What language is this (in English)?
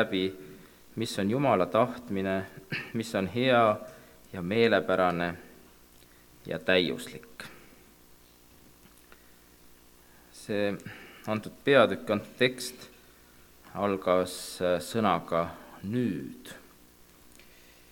Estonian